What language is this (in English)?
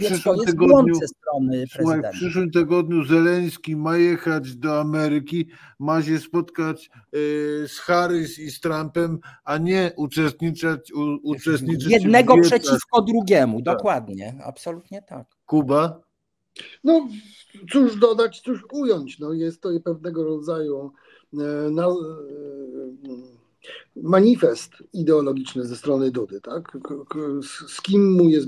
Polish